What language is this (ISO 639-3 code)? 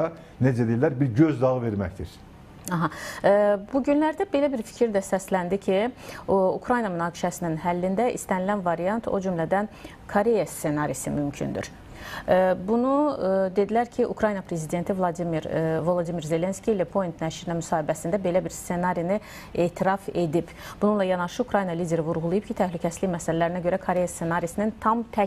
aze